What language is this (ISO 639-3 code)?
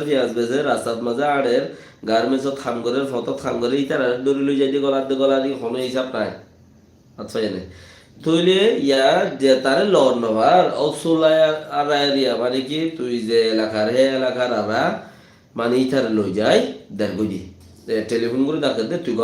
rhg